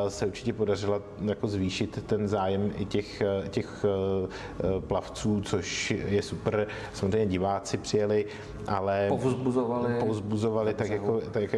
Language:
Czech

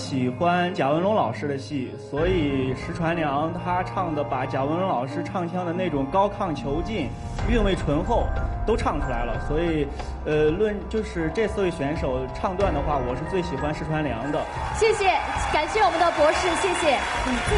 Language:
Chinese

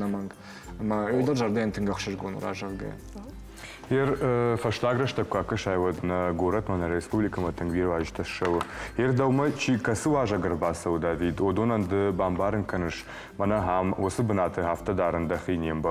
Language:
Ossetic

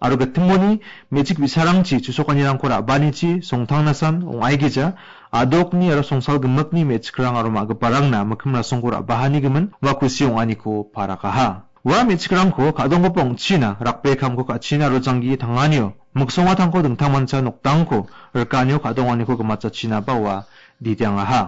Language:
Garo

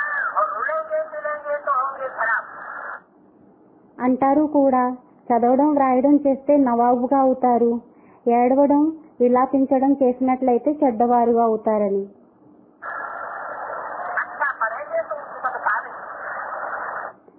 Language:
Telugu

